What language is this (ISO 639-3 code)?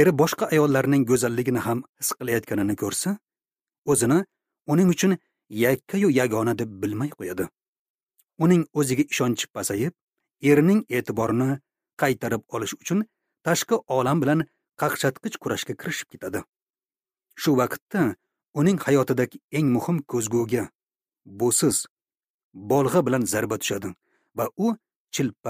uzb